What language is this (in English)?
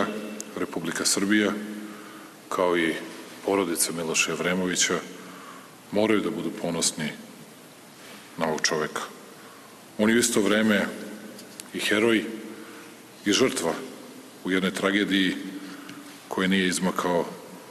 Serbian